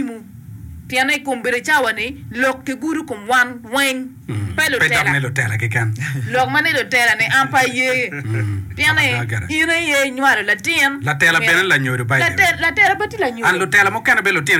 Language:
Acoli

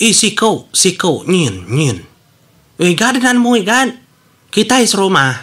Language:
Iban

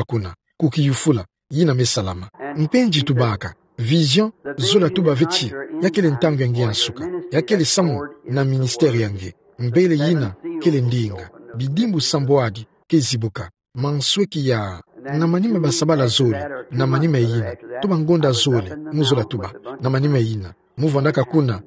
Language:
Kituba (Democratic Republic of Congo)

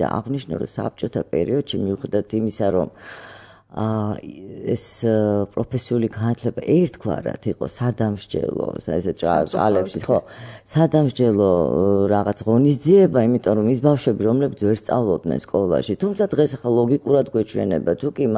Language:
Georgian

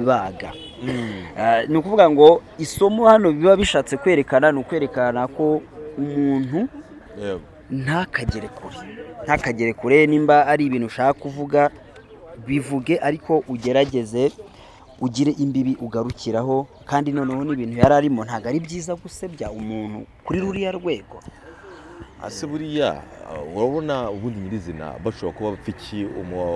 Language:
Kinyarwanda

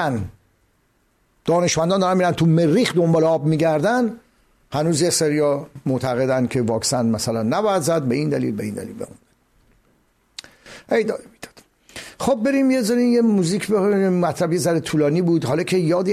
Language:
Persian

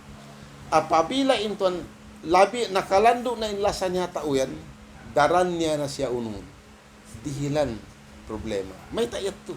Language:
Tausug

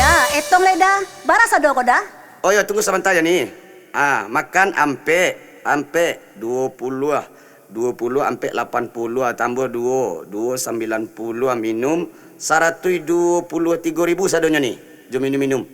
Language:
Minangkabau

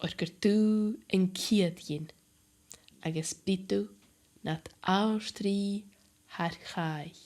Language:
Scottish Gaelic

